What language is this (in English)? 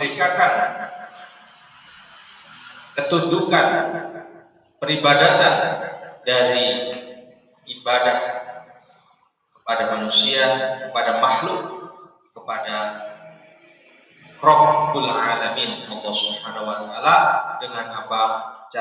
Indonesian